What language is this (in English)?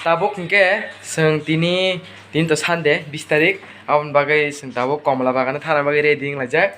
Kok Borok